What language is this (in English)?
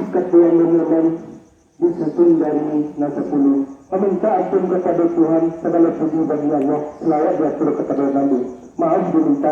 Minangkabau